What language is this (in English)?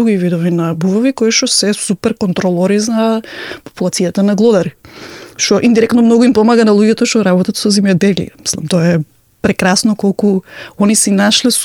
Macedonian